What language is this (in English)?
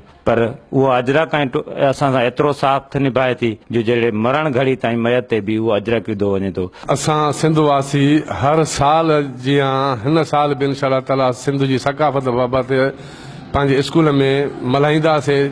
Sindhi